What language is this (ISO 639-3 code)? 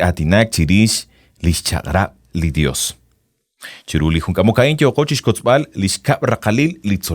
kek